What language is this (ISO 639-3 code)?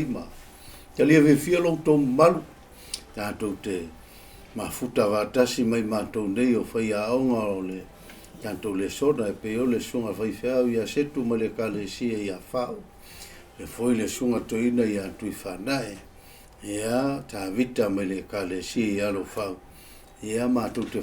smo